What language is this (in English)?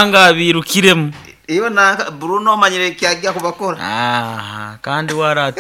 Nyoro